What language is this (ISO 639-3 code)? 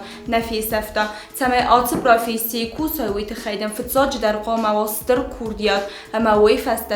oss